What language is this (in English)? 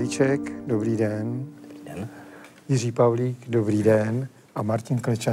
Czech